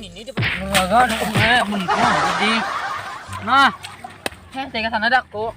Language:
Banjar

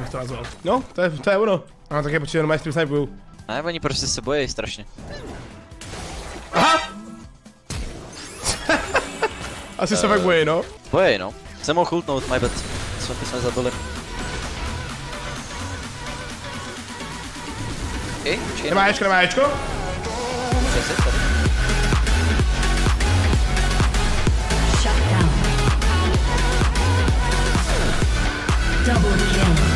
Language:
Czech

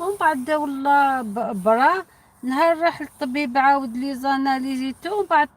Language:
Algerian Arabic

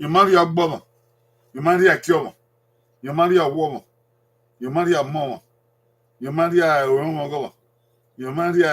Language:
Bini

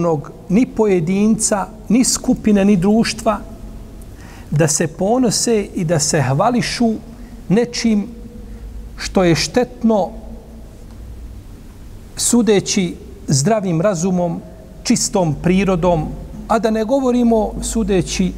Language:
Bosnian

